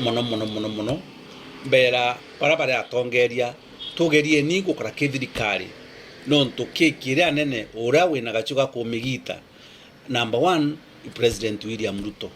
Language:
Meru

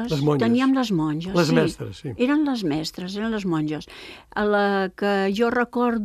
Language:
Catalan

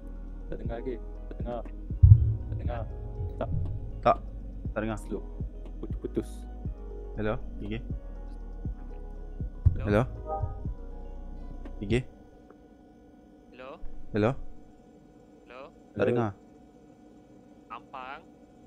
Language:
Malay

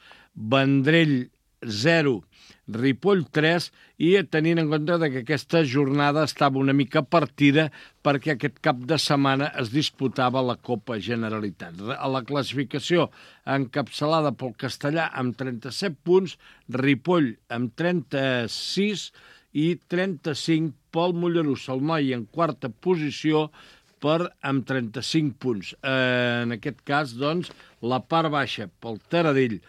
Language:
Catalan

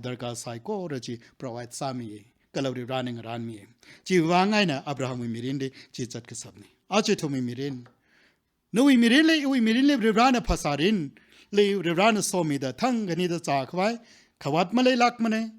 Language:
Tangkhul Naga (India)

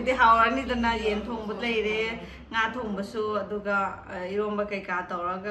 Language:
Manipuri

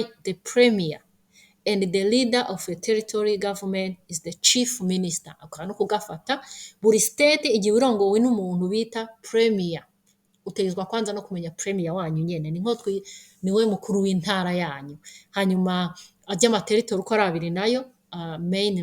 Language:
Rundi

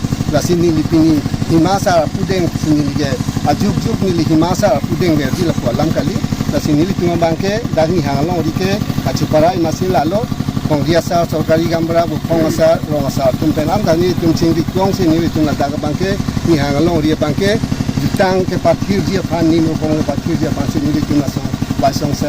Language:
Karbi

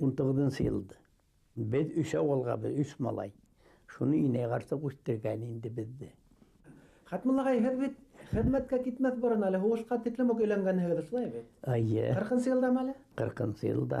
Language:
Bashkir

